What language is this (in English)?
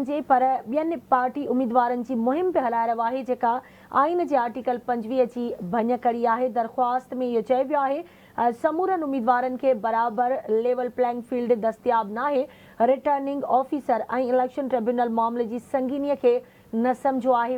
Sindhi